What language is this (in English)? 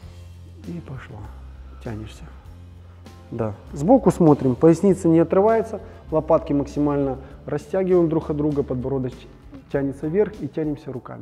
Russian